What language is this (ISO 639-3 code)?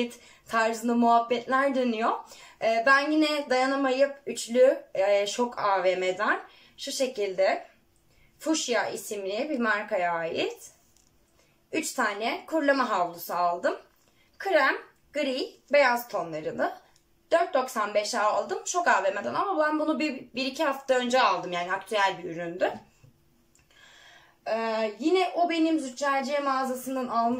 tur